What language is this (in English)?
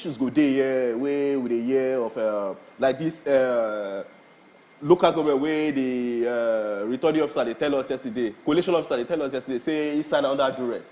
Nigerian Pidgin